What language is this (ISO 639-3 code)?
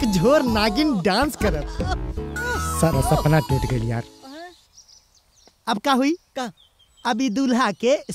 bho